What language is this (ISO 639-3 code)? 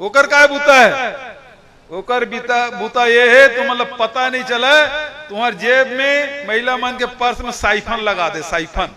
hne